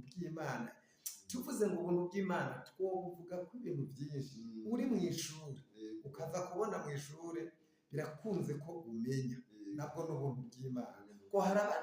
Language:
Rundi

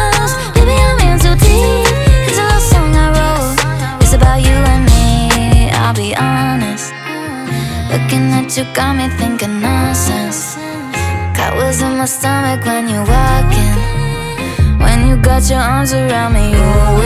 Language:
English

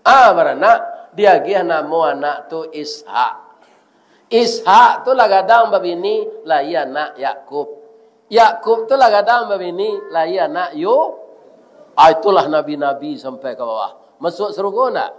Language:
Minangkabau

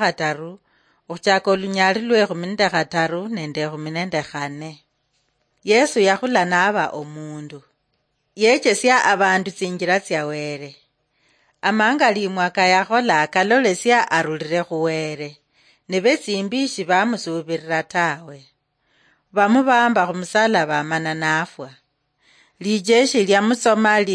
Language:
Luyia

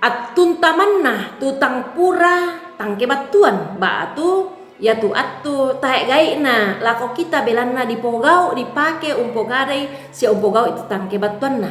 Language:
Toraja-Sa'dan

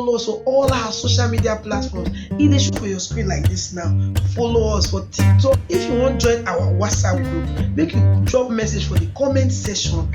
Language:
Nigerian Pidgin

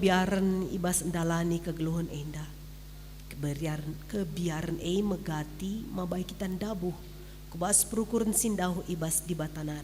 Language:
Batak Karo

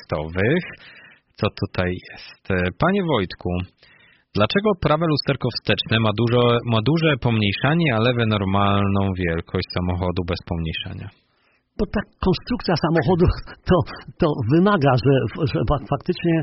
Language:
Polish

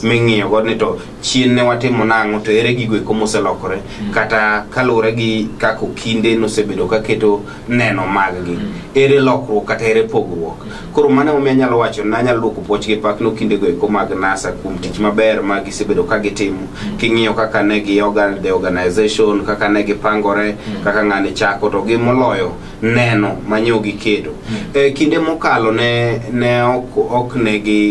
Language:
Luo (Kenya and Tanzania)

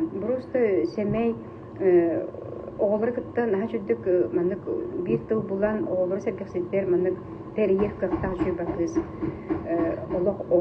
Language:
Yakut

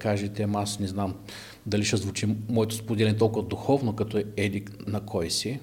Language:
Bulgarian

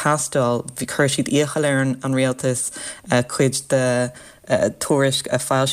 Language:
Irish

